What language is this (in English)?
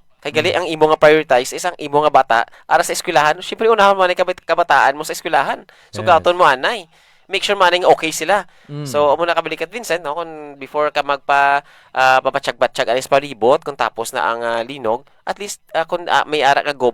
Hiligaynon